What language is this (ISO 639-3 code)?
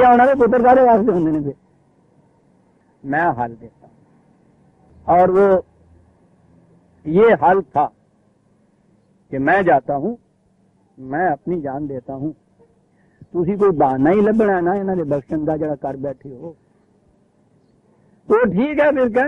urd